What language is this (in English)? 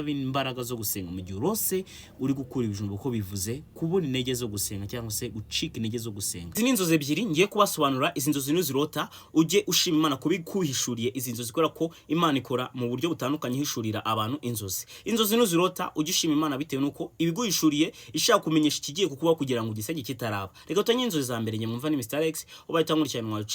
Kinyarwanda